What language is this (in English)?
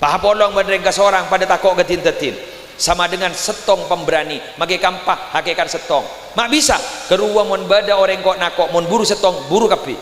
Madurese